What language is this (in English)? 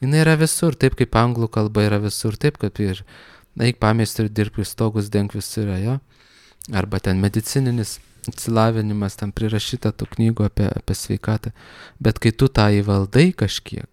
Lithuanian